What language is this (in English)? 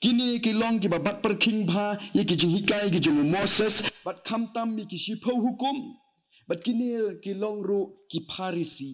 Khasi